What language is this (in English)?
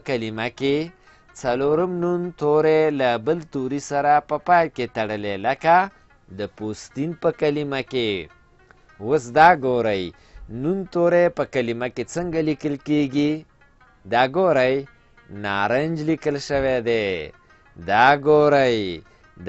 Pashto